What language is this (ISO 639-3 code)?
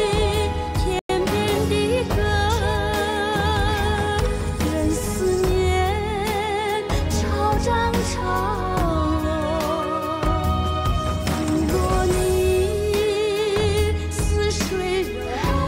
zho